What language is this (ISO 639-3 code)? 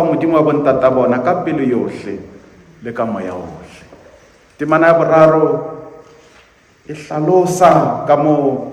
sot